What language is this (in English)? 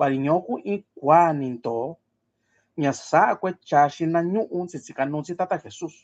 Mixtepec Mixtec